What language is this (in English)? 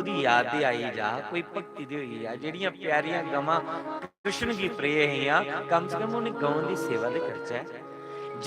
Dogri